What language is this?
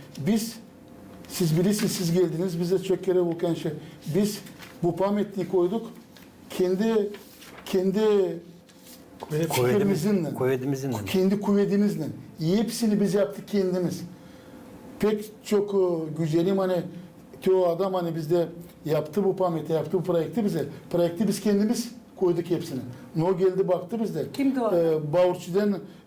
Gagauz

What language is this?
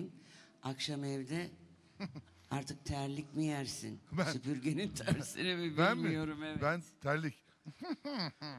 Turkish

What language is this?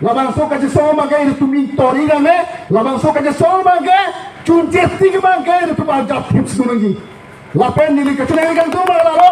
Karbi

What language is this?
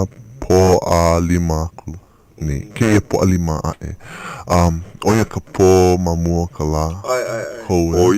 Hawaiian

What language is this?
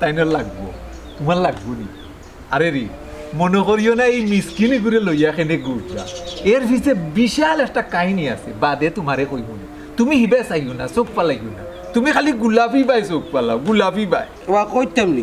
Sylheti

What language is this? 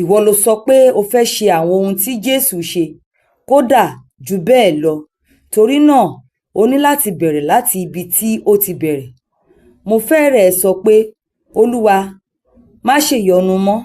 Yoruba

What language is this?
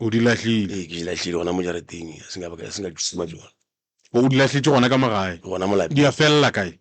Northern Sotho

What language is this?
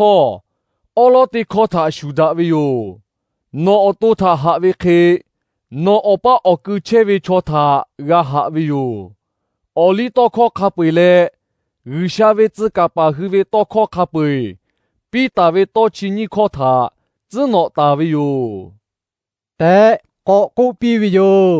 Lahu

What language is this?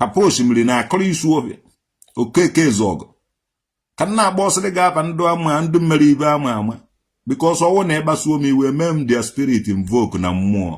Igbo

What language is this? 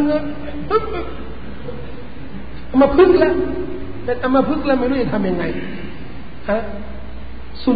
Thai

